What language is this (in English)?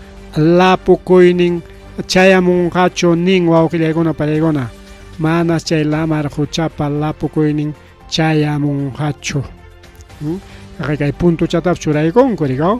Ayacucho Quechua